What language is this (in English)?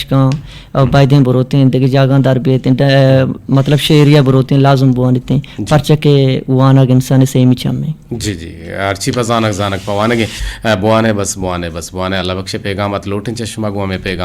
Eastern Balochi